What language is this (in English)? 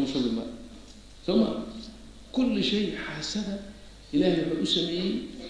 Somali